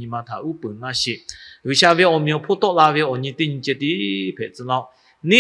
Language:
Lahu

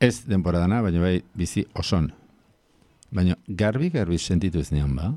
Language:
Basque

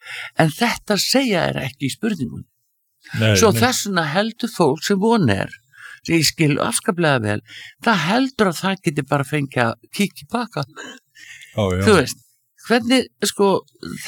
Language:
Icelandic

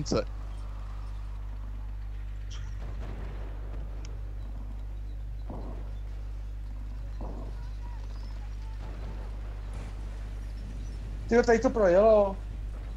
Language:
Czech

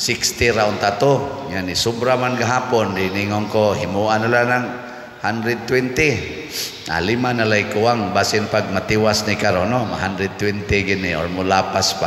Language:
Cebuano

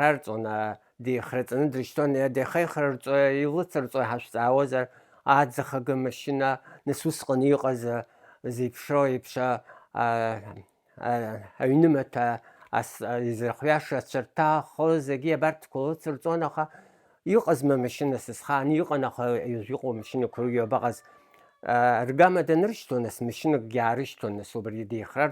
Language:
Abkhazian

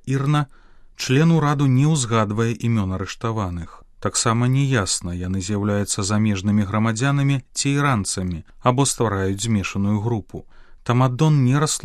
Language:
Belarusian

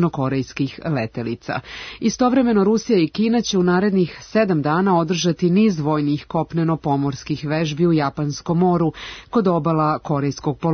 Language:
Serbian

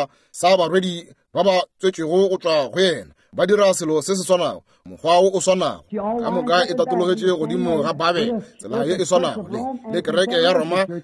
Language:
Northern Sotho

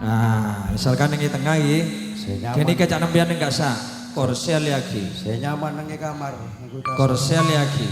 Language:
Madurese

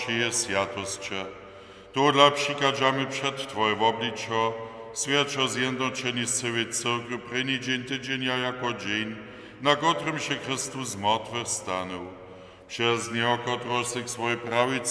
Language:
Upper Sorbian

